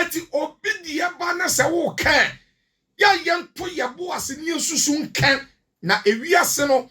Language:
Akan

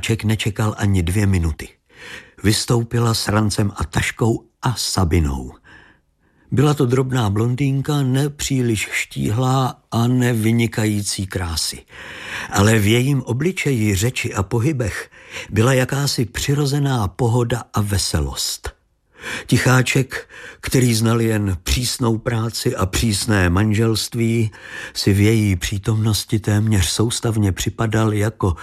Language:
Czech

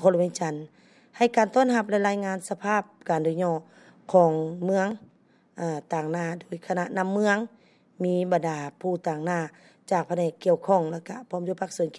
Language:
Lao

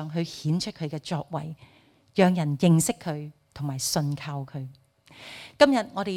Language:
Cantonese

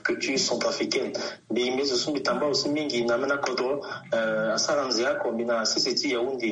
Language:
Sango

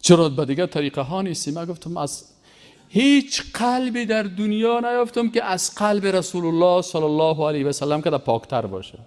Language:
Persian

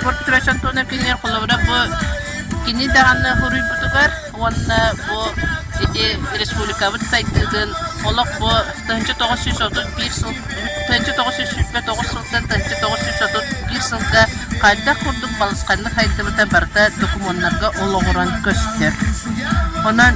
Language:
Yakut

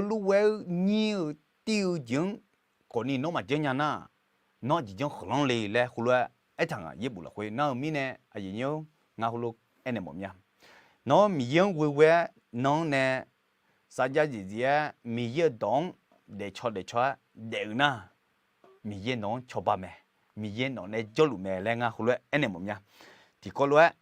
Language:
Akha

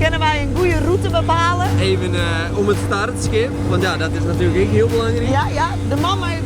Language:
Western Frisian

